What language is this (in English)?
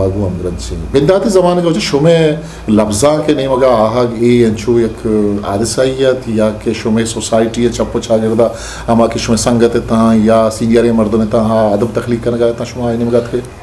Eastern Balochi